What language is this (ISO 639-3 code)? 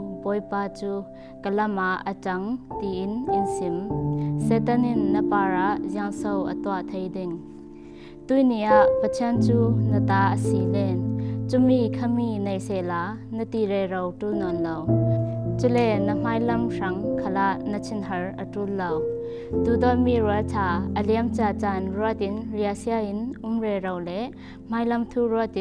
cfm